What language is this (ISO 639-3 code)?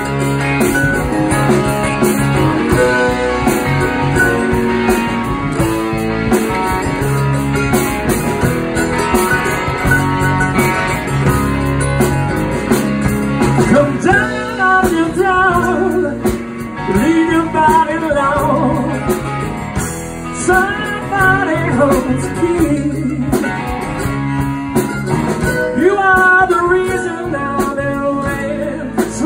eng